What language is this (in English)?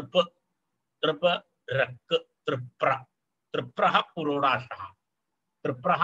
Sanskrit